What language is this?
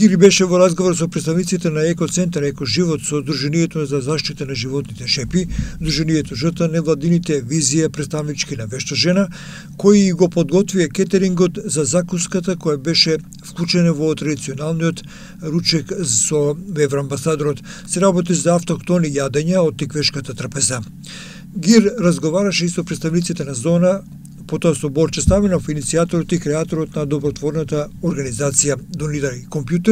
Macedonian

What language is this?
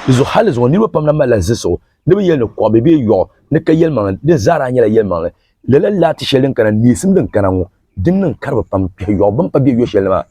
Dagbani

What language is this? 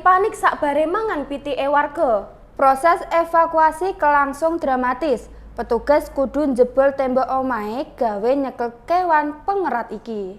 Javanese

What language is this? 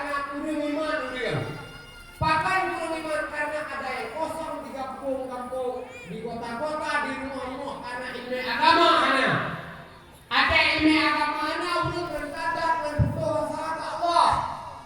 Achinese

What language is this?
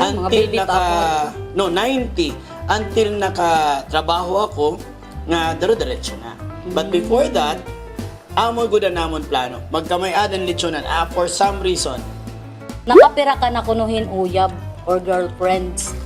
Waray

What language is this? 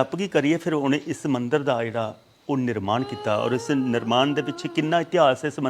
Dogri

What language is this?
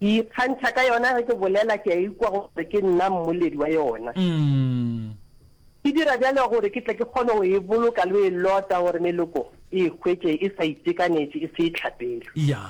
Northern Sotho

